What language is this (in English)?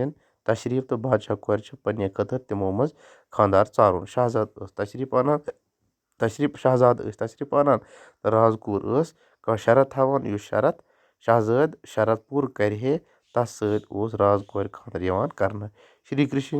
Kashmiri